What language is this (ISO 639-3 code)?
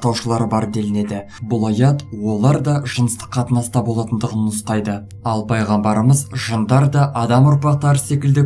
kaz